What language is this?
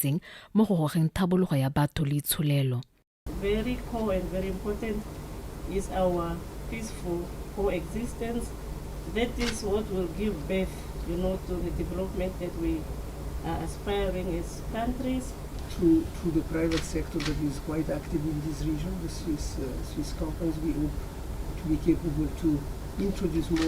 Tswana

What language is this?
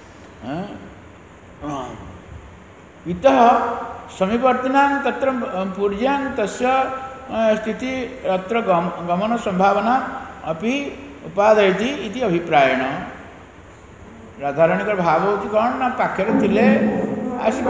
Odia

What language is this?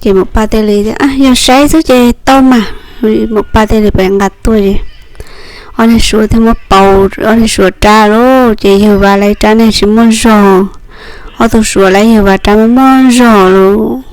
Hmong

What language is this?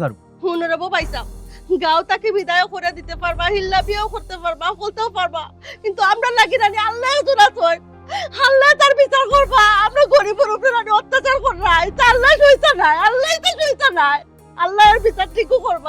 Sylheti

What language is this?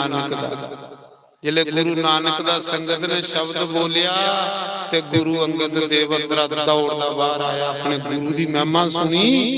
Dogri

